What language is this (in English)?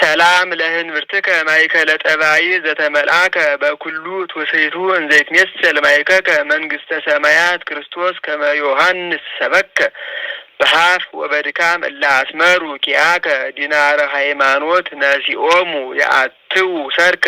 Geez